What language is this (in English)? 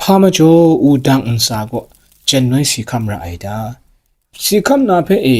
Kachin